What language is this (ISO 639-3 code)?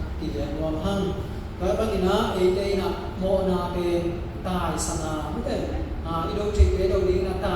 ctd